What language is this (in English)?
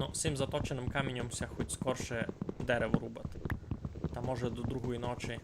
Rusyn